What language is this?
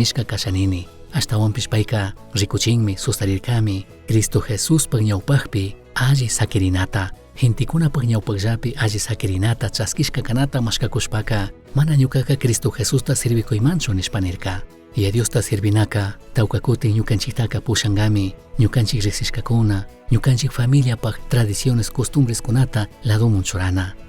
Chimborazo Highland Quichua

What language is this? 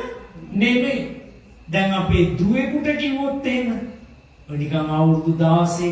Sinhala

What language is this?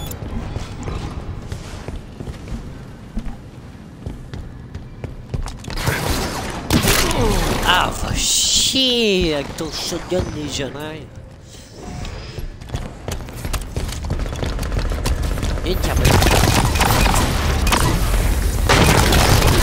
French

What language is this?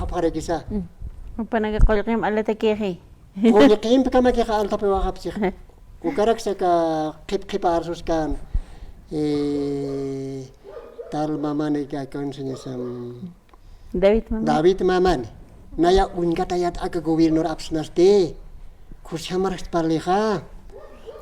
Aymara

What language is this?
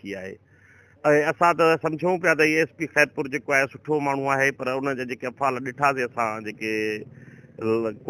Sindhi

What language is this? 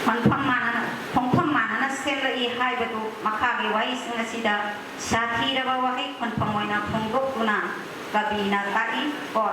Manipuri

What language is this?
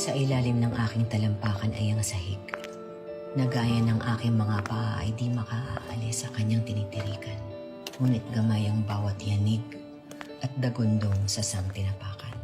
Bikol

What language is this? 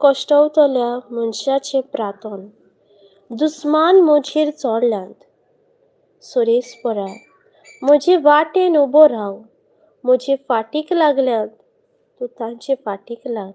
Konkani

